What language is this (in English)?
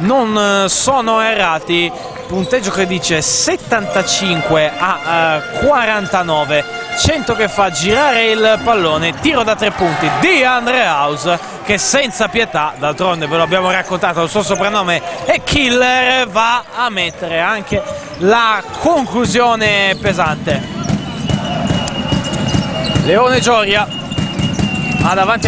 Italian